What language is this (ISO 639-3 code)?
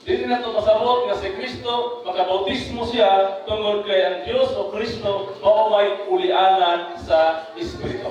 ceb